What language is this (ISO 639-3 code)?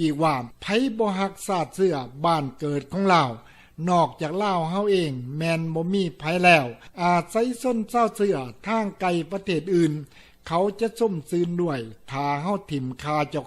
lao